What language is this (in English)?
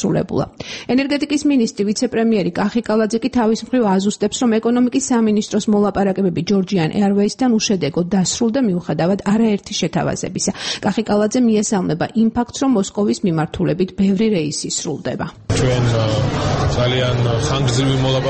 Georgian